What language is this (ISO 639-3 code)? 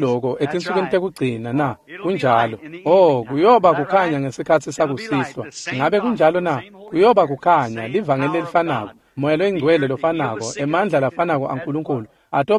ssw